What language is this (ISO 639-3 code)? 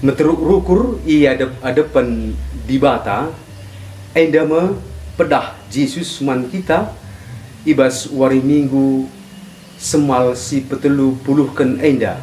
btx